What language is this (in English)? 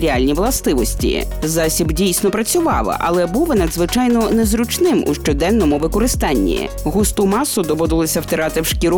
Ukrainian